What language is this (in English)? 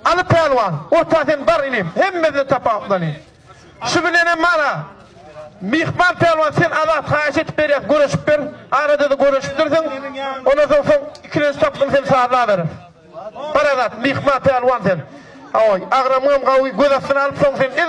Turkmen